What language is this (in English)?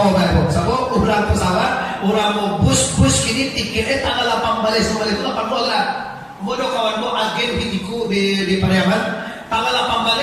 Minangkabau